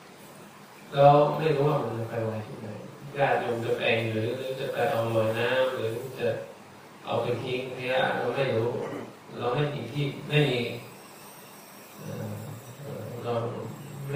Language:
Thai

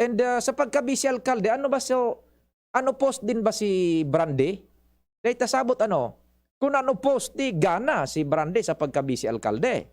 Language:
Bikol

